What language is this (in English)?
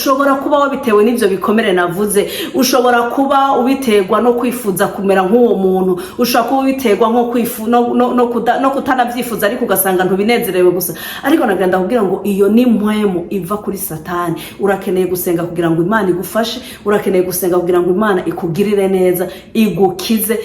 Rundi